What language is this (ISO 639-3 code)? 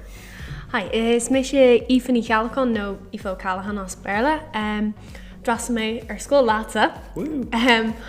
gle